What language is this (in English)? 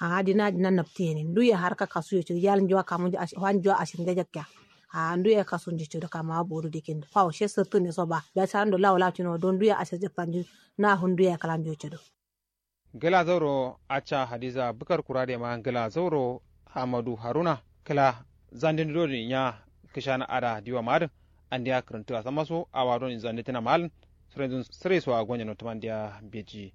Kanuri